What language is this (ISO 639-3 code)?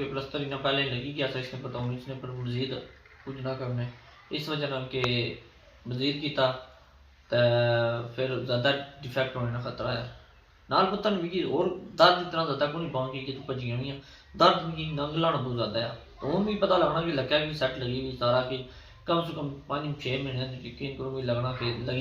phr